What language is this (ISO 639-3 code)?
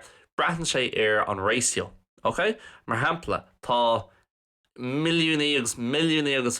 gle